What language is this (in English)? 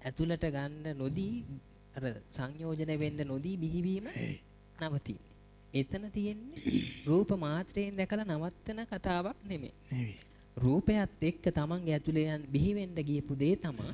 Sinhala